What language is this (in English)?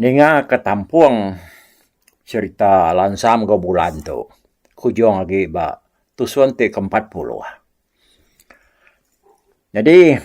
Iban